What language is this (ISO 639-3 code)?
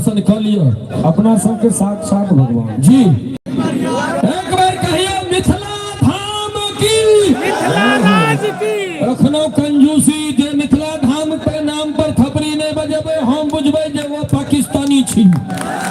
mai